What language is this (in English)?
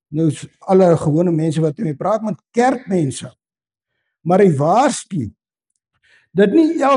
Afrikaans